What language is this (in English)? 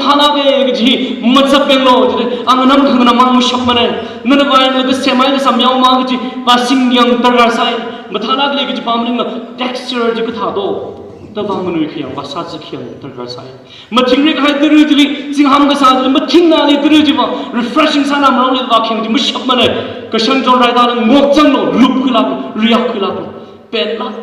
Tangkhul Naga (India)